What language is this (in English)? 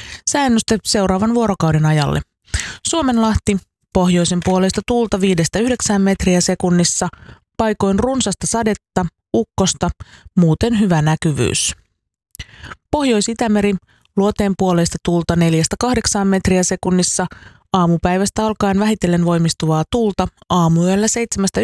Finnish